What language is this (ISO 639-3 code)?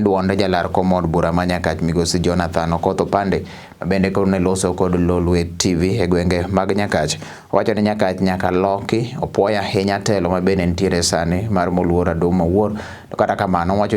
luo